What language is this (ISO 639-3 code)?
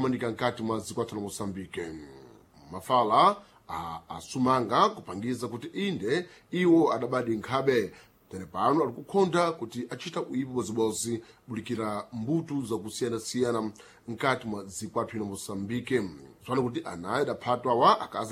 seh